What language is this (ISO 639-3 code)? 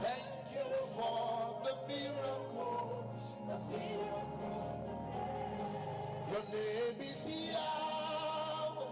ewe